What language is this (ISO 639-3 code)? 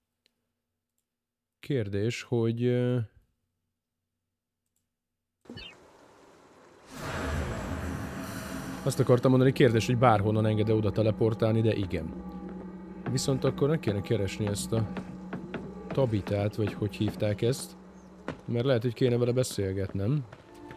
hun